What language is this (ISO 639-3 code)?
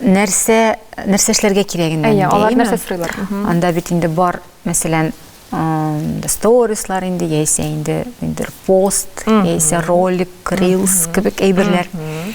tat